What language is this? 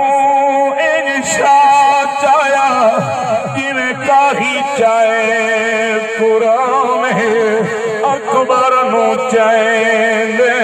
Saraiki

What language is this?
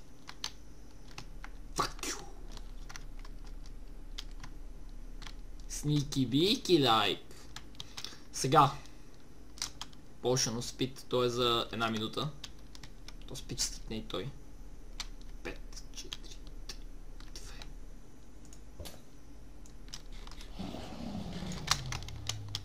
Bulgarian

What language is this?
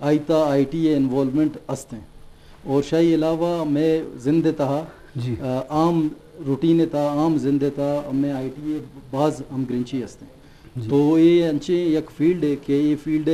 Eastern Balochi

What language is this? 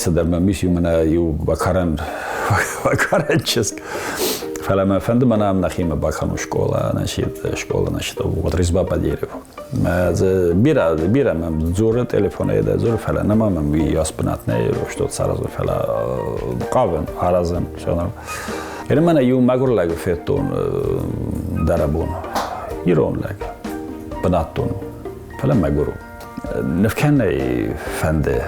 Ossetic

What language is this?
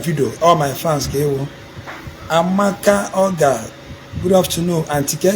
Igbo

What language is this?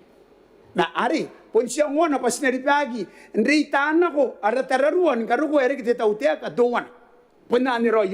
Gilbertese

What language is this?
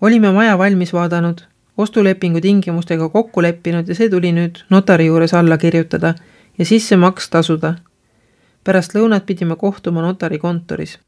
Estonian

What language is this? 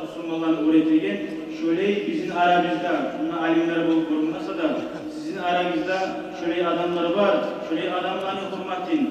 Kumyk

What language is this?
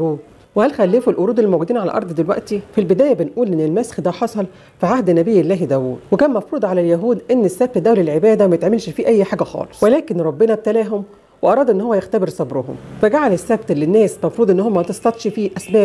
Egyptian Arabic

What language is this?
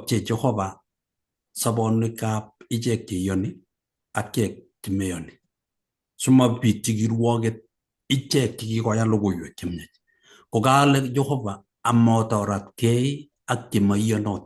Kalenjin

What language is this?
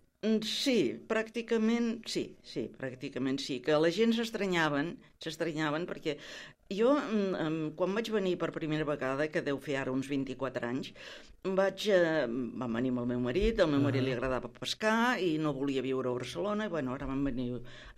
Catalan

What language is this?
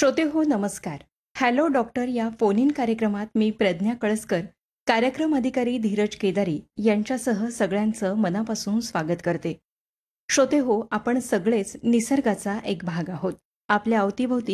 Marathi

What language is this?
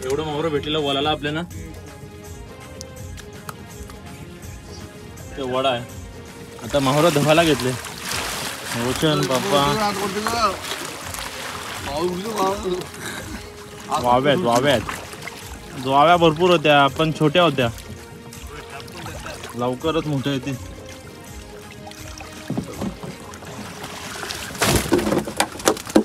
Marathi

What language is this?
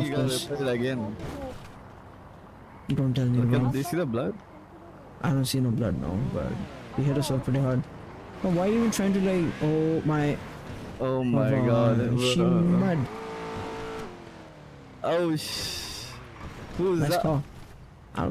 English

